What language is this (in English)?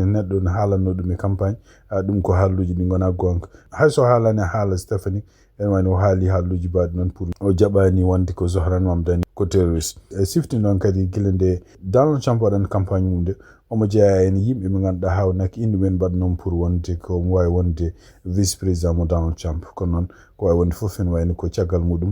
Fula